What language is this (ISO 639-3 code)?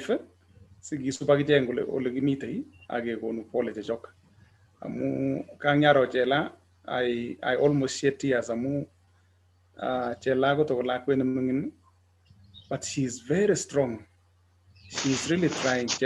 kln